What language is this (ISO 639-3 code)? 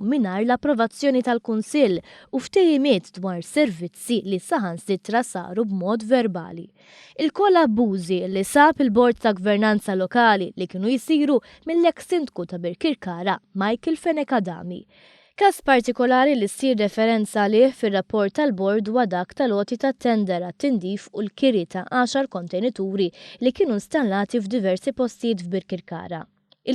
mlt